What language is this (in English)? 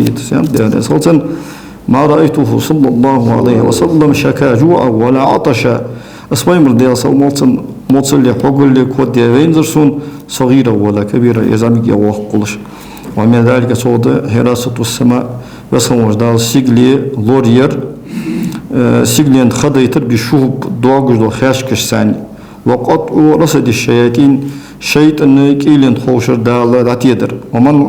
Ingush